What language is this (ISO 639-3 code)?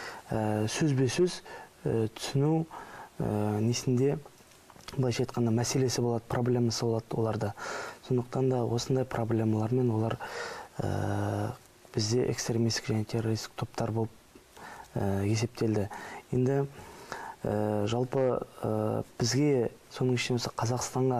kaz